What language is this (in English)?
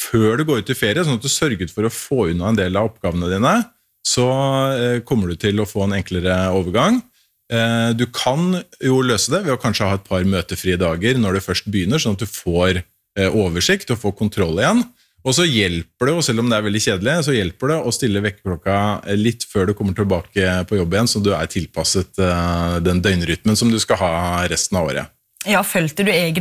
Norwegian